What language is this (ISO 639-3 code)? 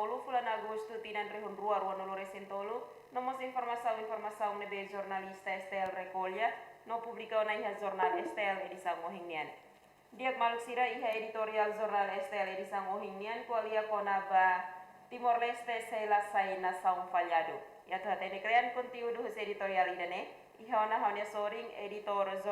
tet